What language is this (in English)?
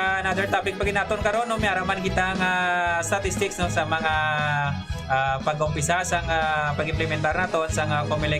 Hiligaynon